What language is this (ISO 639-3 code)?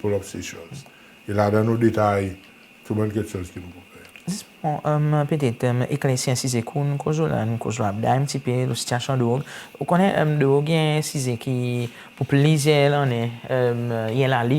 crs